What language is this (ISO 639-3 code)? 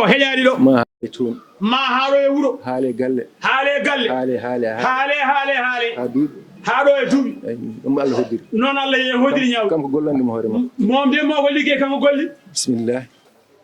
ful